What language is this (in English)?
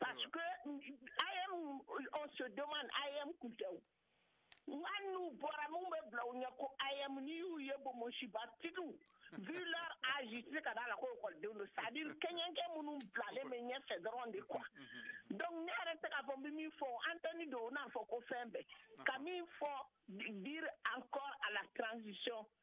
Bambara